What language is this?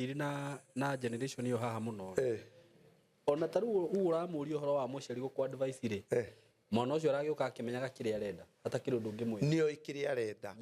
Kikuyu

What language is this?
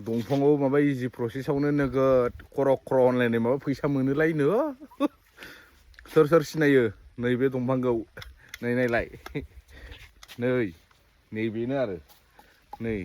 Bodo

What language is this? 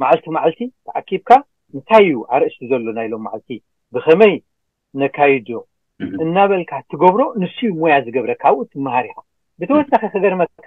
Tigrinya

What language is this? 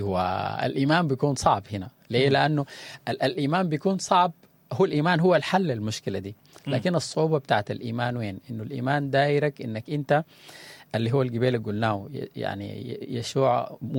Sudanese Arabic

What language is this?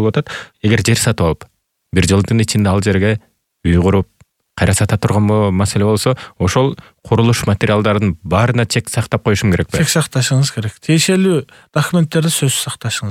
Kyrgyz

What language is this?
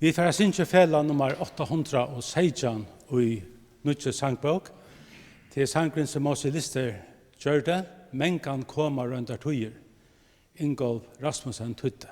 Faroese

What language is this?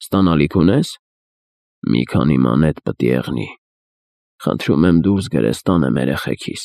Armenian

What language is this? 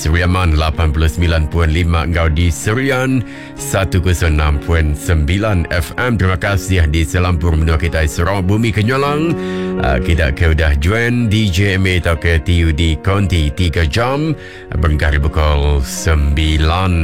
Iban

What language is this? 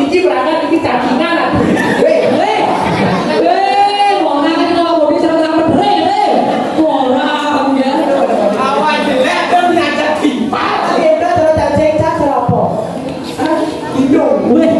Balinese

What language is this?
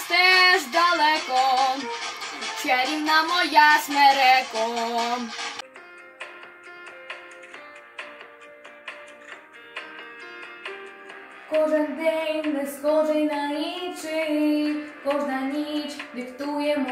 Ukrainian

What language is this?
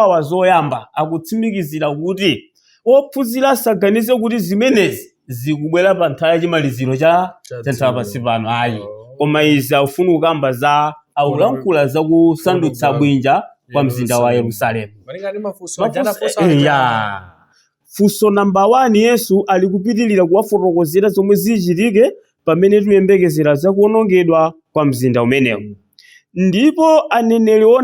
Nyanja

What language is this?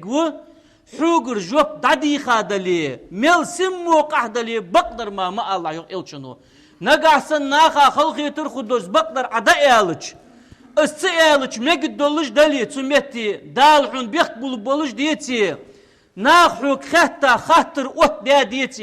Ingush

